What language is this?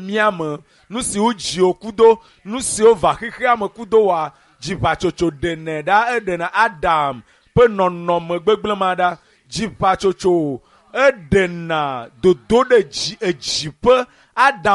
Ewe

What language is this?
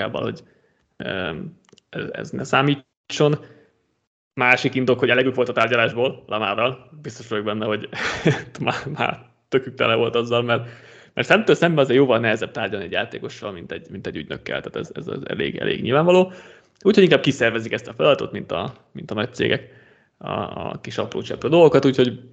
Hungarian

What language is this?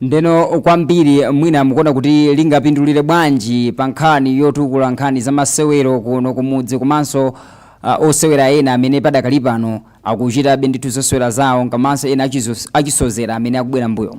Nyanja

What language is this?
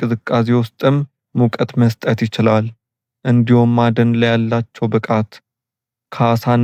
Amharic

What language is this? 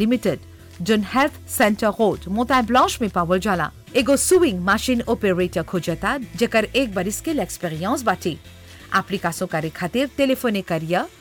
Bhojpuri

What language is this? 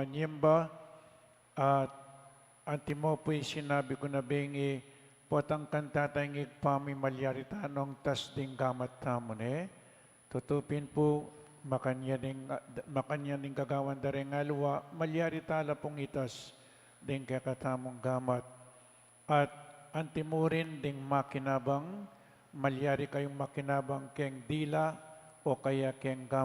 Pampanga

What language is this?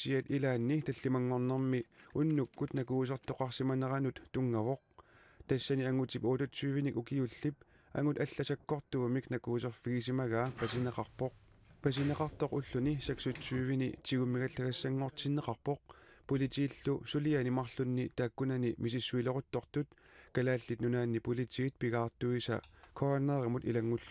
Kalaallisut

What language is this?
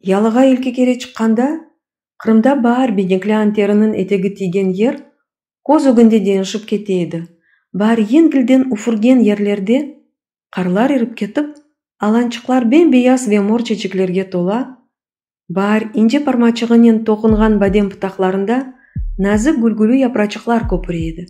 Crimean Tatar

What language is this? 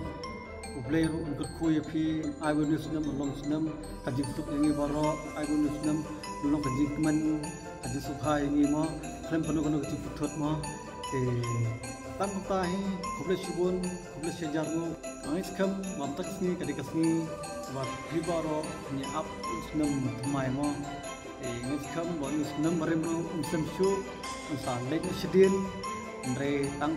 Khasi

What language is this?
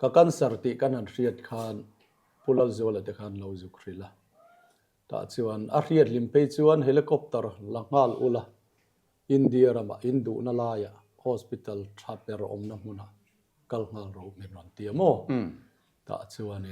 Mizo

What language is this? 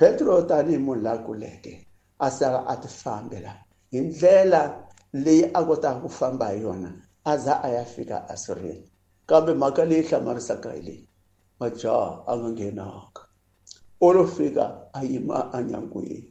Tsonga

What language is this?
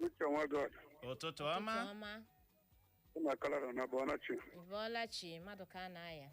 Igbo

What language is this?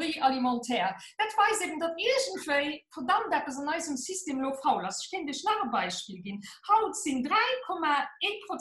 Luxembourgish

